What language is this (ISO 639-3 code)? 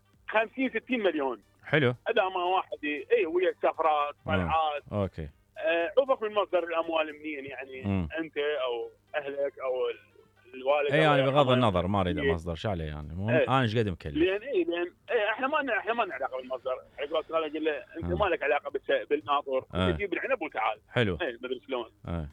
acm